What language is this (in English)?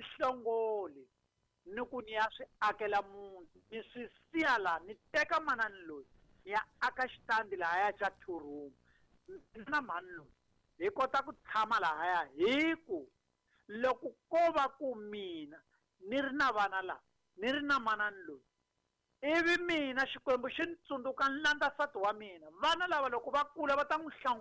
Tsonga